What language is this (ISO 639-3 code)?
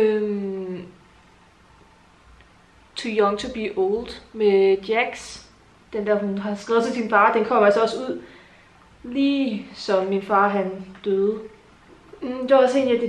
dan